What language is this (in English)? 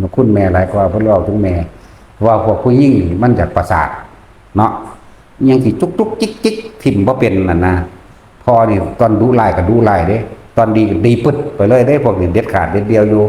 Northeastern Thai